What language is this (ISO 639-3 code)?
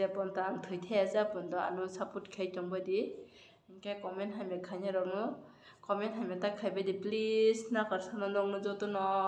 trp